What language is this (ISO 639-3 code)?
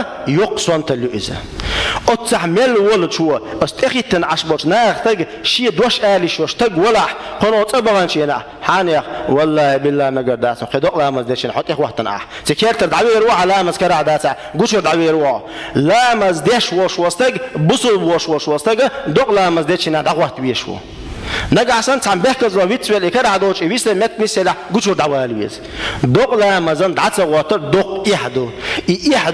che